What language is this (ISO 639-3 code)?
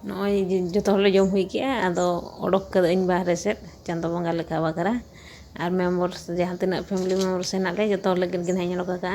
sat